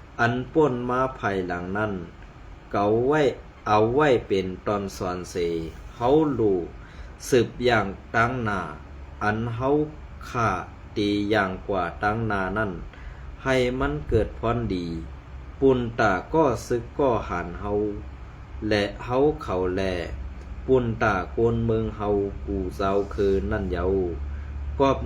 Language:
Shan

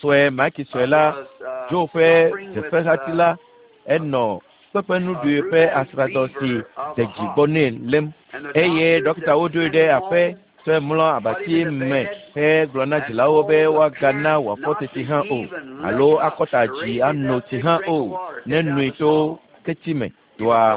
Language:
Ewe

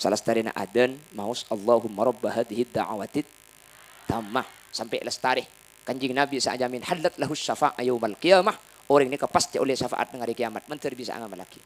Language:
Madurese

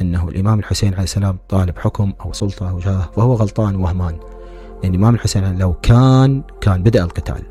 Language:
Mesopotamian Arabic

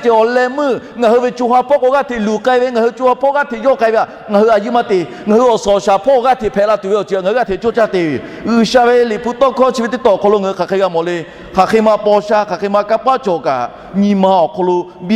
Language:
Lahu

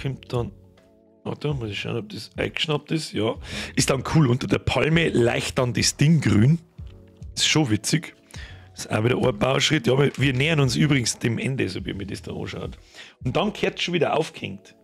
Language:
Bavarian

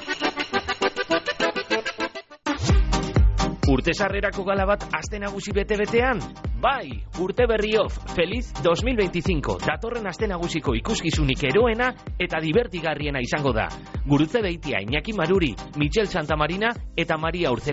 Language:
Basque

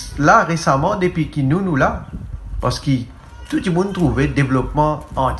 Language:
Morisyen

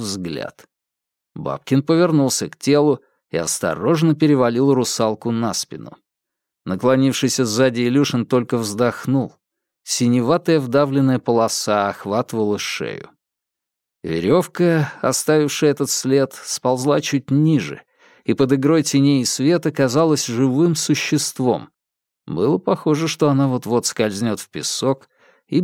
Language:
Russian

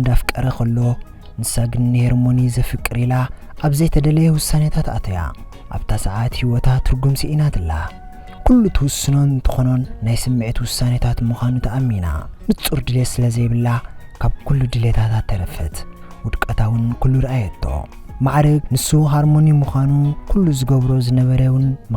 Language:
Tigrinya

